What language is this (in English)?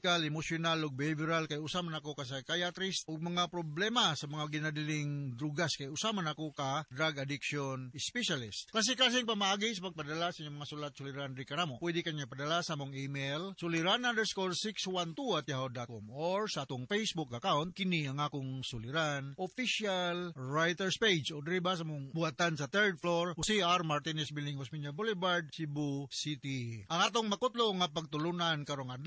Cebuano